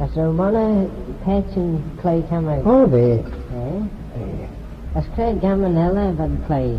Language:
Manx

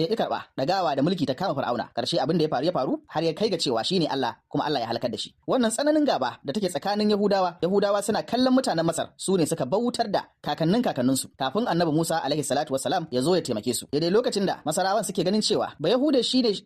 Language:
Hausa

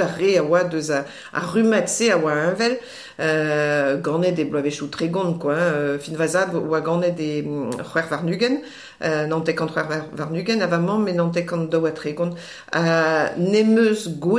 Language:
Breton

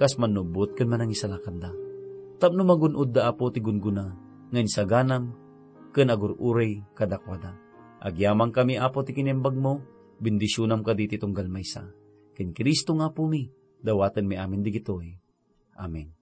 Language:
Iloko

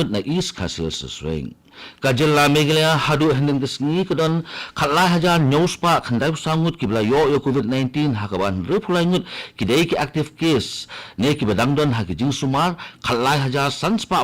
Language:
Khasi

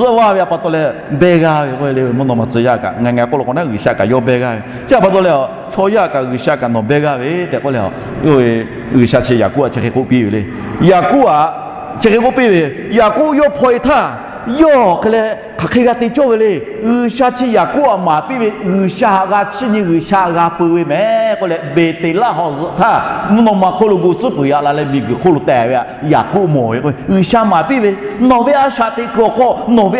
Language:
Lahu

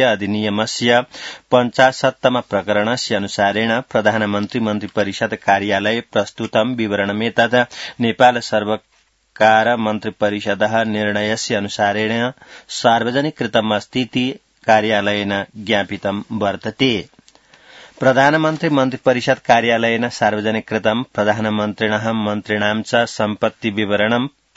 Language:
Sanskrit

